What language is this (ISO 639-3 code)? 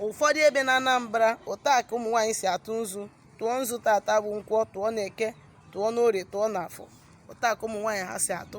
ibo